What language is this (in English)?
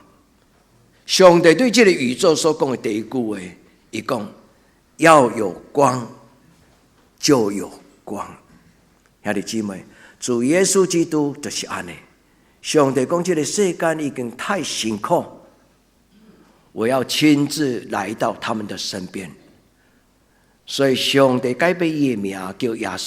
Min Nan Chinese